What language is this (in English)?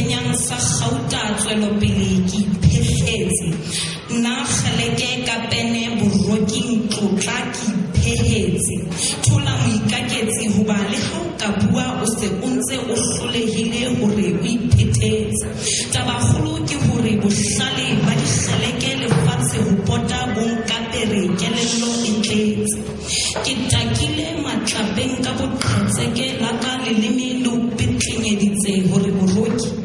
Southern Sotho